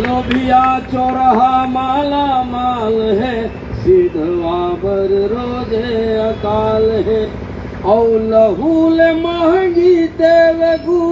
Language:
Chhattisgarhi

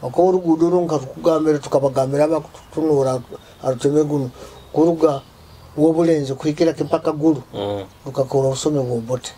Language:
Nyoro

